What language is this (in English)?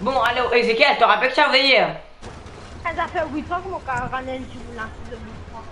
Morisyen